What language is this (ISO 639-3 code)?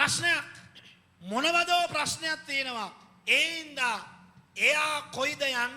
sin